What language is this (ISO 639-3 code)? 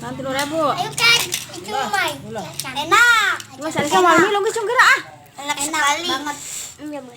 sun